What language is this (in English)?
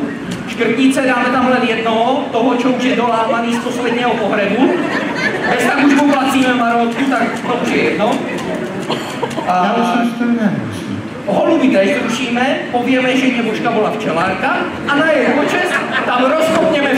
Slovak